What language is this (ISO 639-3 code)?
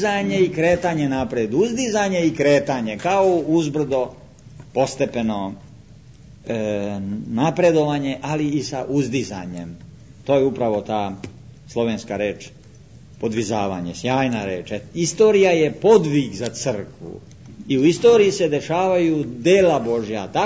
srp